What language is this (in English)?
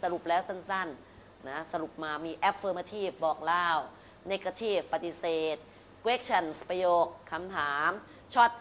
Thai